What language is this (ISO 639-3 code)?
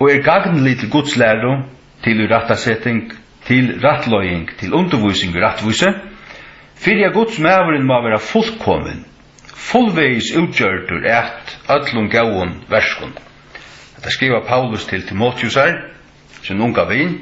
fao